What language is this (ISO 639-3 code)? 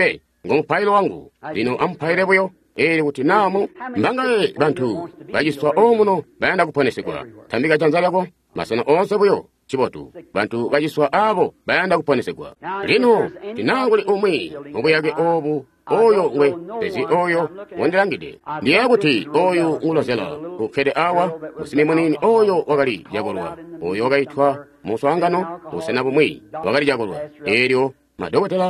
toi